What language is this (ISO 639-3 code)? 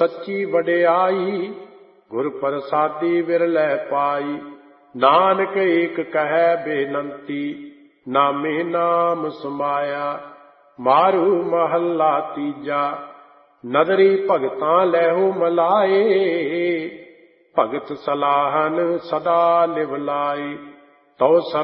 pan